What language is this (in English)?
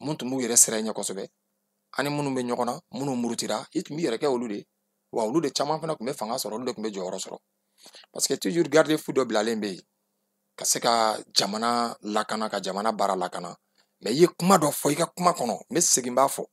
Bambara